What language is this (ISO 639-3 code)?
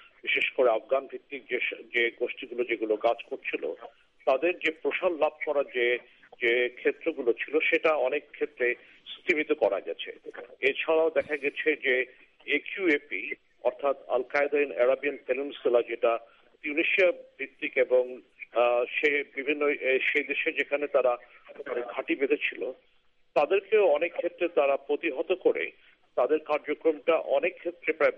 ben